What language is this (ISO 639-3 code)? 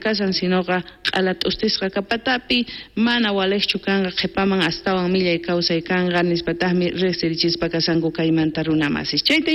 quh